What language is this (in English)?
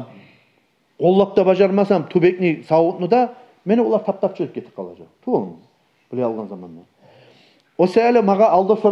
Kumyk